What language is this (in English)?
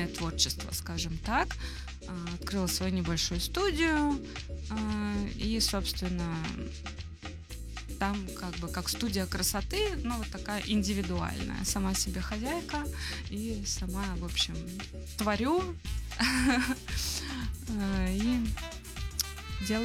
Russian